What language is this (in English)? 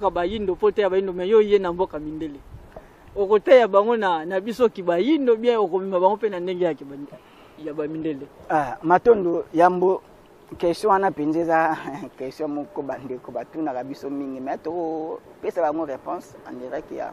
Lingala